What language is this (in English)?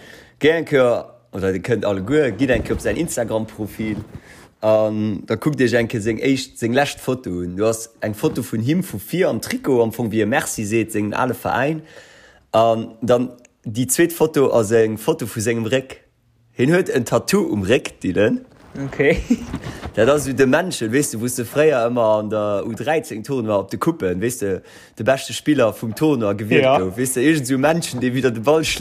Luxembourgish